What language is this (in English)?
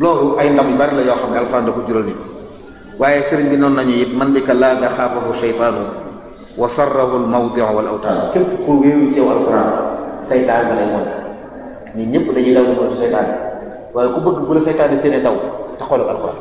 Wolof